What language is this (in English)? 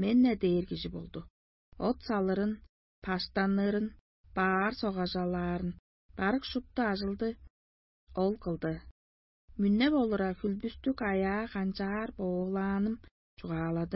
Tuvinian